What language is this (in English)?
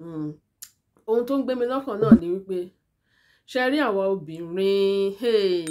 Yoruba